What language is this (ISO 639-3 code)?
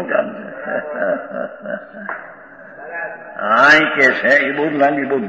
guj